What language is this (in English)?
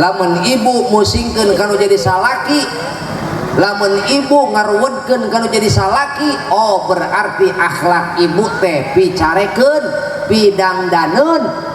Sundanese